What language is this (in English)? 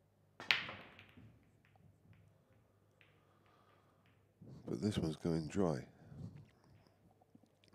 English